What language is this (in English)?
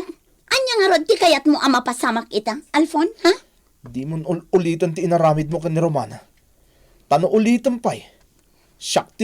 Iloko